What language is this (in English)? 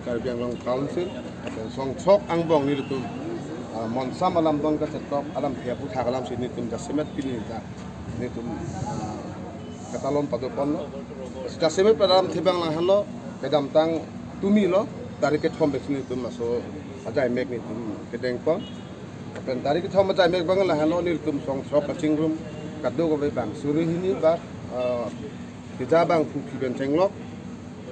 Karbi